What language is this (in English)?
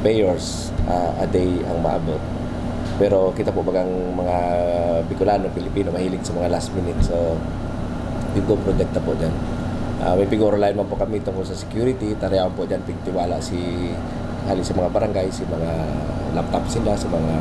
Bikol